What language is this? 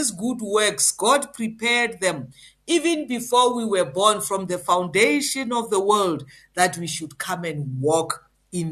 English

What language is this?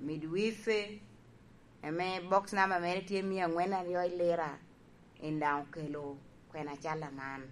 Lango (Uganda)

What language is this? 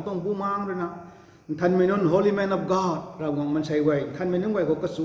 Rongmei Naga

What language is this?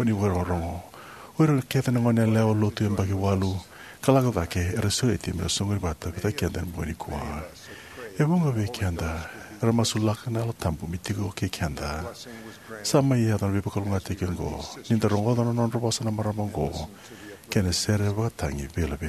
Fijian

